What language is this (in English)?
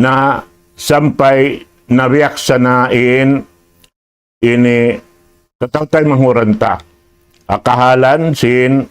Tausug